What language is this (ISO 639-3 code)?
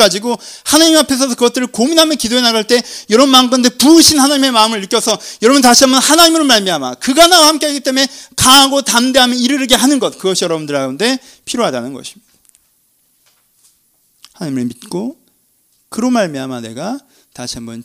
kor